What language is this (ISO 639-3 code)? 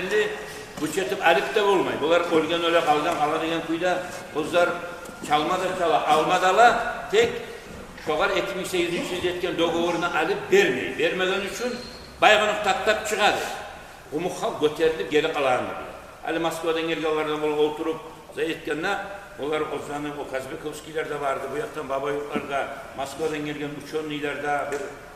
kum